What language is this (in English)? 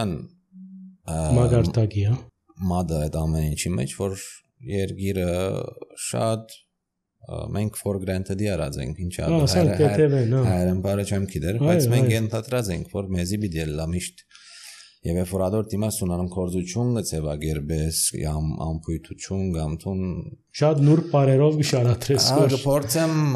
Armenian